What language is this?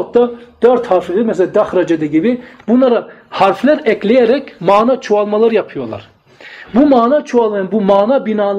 Turkish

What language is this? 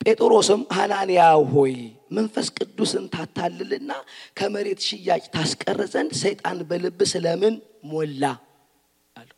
Amharic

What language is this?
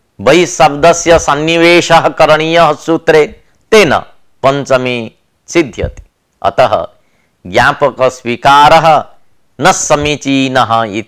Sanskrit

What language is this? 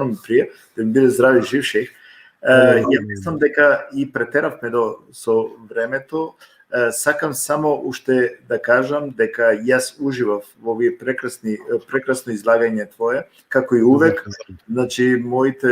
Balkan Romani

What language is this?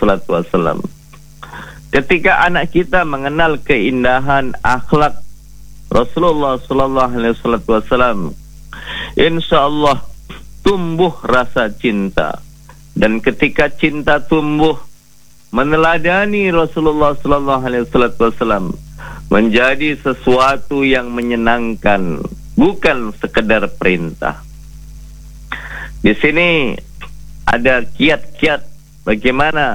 Indonesian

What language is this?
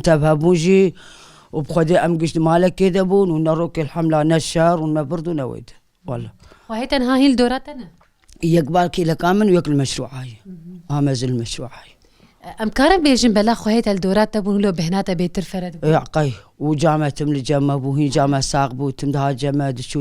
Kurdish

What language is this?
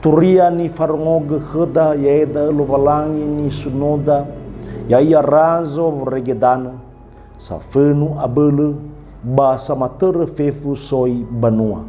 Nias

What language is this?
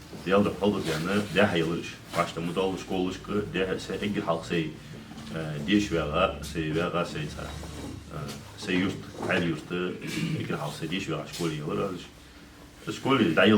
Ingush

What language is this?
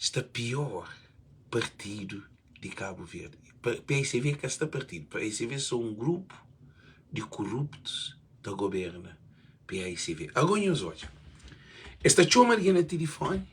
Kabuverdianu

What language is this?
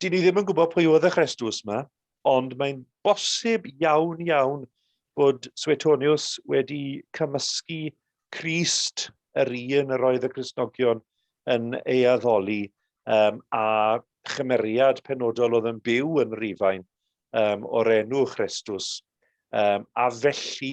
Welsh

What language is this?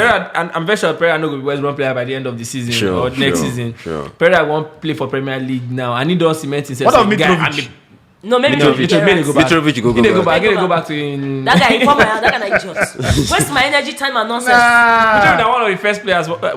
Nigerian Pidgin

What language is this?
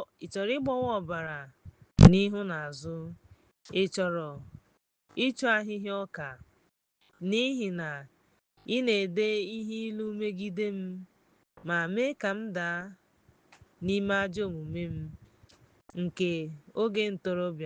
Igbo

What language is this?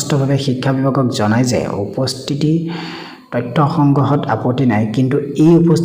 Assamese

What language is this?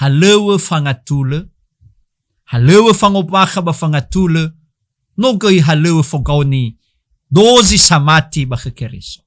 Nias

